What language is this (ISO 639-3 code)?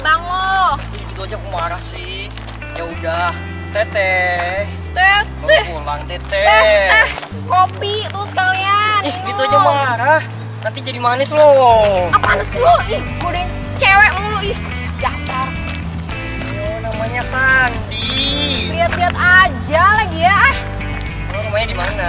ind